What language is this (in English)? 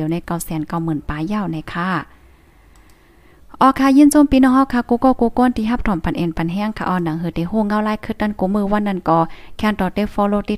Thai